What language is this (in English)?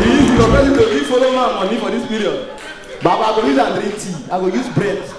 Nigerian Pidgin